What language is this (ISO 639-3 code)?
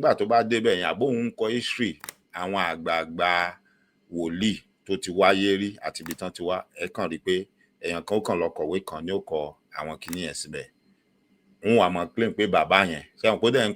yor